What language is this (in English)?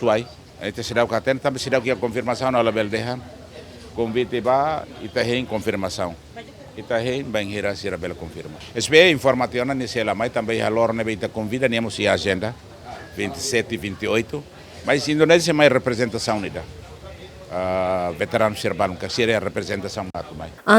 Tetum